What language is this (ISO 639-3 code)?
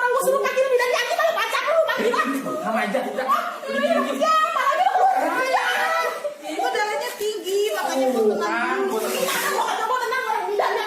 bew